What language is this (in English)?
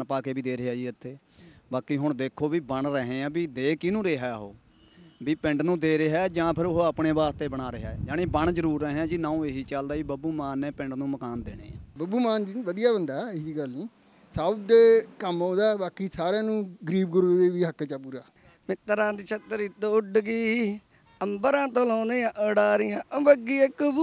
Punjabi